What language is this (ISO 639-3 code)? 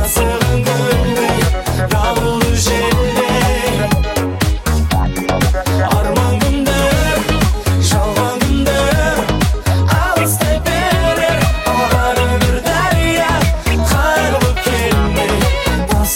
kaz